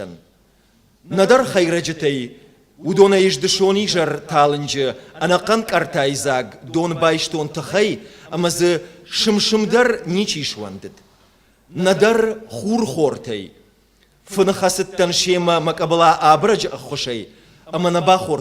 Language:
Ossetic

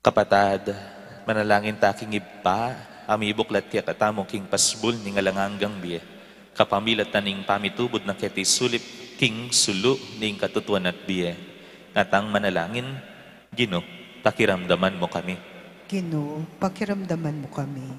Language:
Pampanga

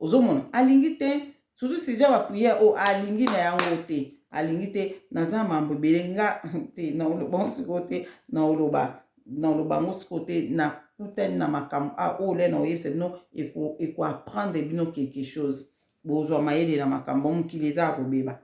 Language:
Lingala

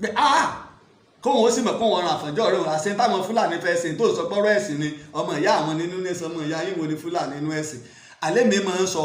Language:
Yoruba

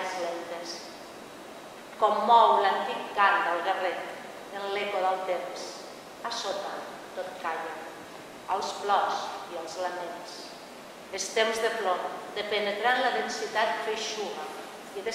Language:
Catalan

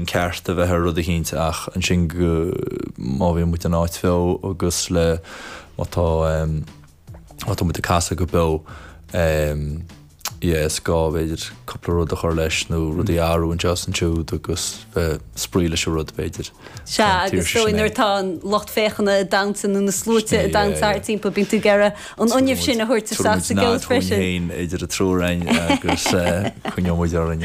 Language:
Irish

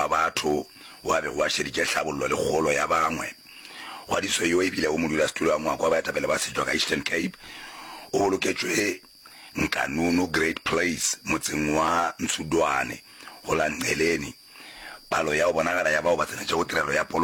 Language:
Northern Sotho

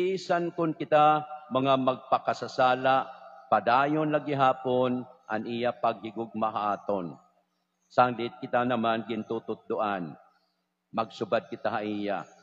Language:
Waray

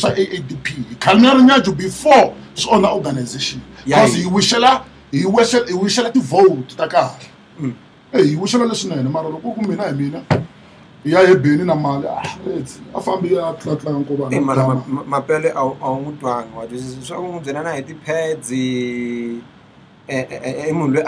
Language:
Tsonga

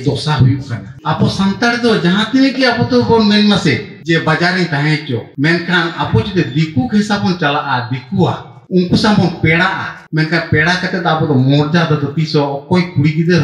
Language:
Santali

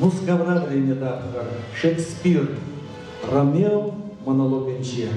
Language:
Chuvash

